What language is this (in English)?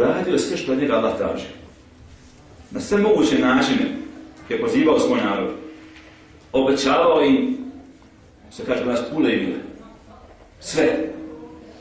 Bosnian